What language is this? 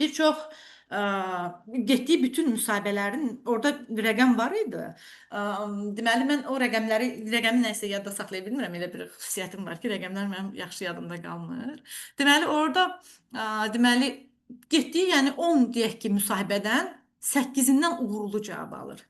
Azerbaijani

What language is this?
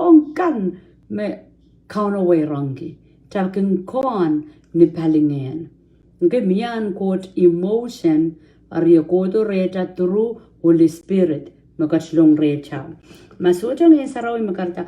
Pohnpeian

